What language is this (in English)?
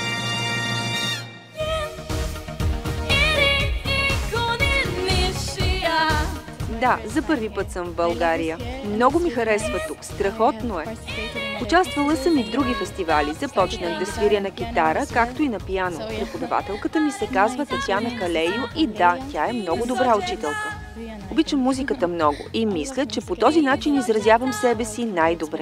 Bulgarian